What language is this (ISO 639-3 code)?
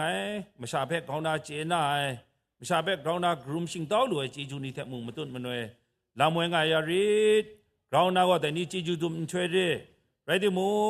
kac